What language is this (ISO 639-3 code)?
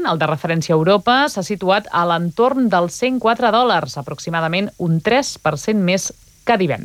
cat